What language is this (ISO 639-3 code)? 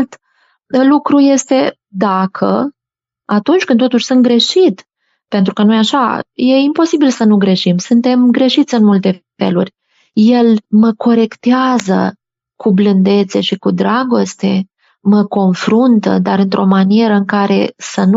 ron